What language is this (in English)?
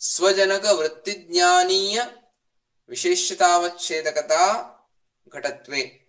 Sanskrit